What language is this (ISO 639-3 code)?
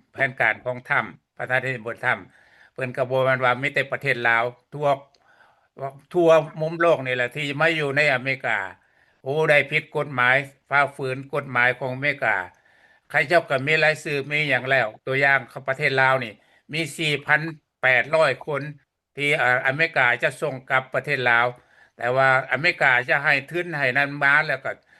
lao